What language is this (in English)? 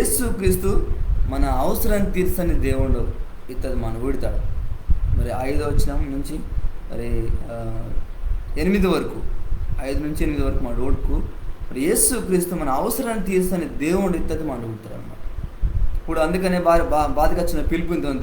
Koya